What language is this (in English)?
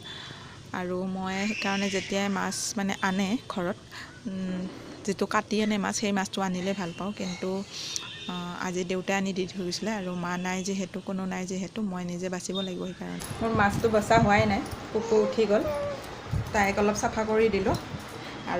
Assamese